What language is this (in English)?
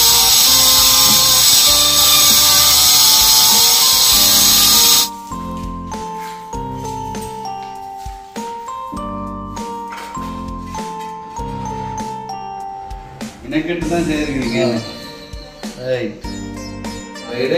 Tamil